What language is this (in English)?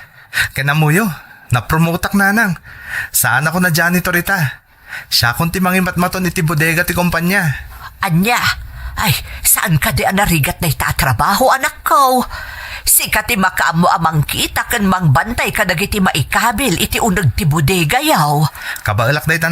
Iloko